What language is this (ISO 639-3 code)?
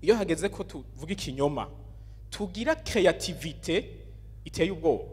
run